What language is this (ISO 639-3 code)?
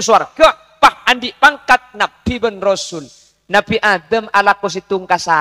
mad